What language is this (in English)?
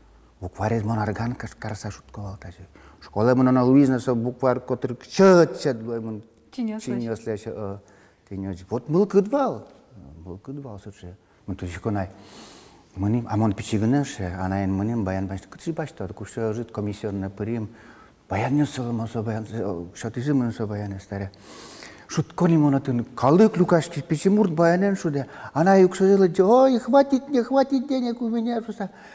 Udmurt